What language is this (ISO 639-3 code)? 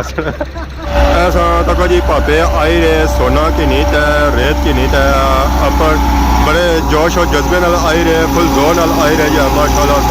phr